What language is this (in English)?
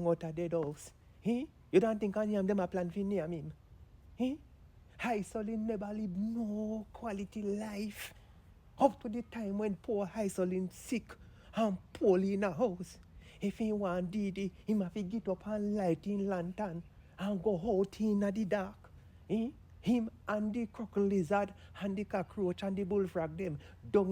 Jamaican Creole English